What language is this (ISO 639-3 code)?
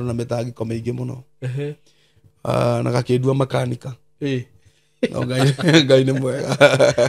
kik